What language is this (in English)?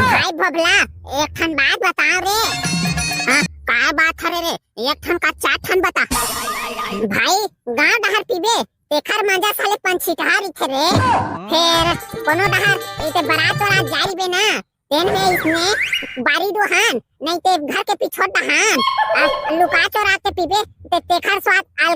Chhattisgarhi